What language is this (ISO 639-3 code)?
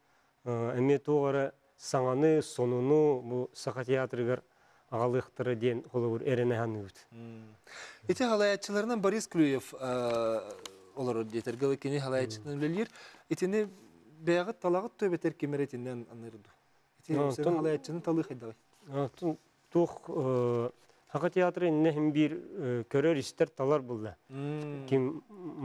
sah